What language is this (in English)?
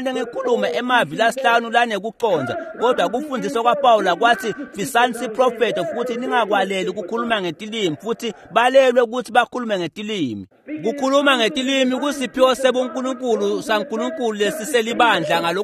Swati